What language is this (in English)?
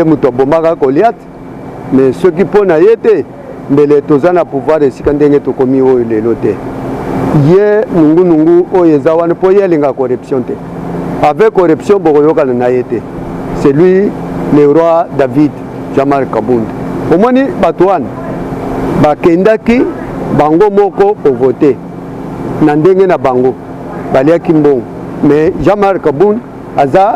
Lingala